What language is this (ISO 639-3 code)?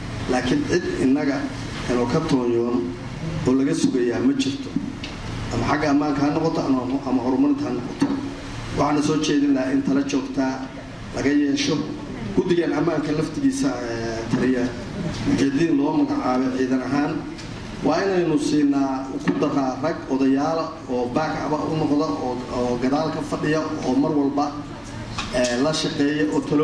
som